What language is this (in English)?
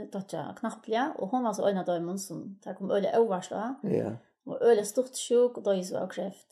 Faroese